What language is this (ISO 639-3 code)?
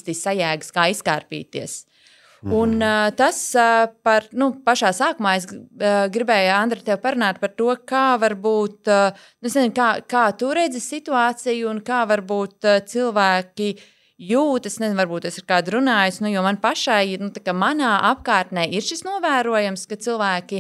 lav